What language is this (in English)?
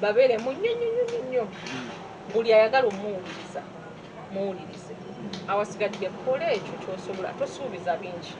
Ganda